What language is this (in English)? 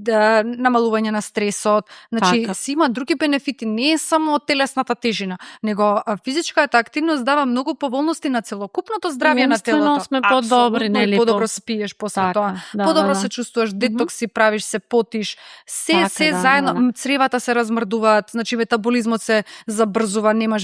Macedonian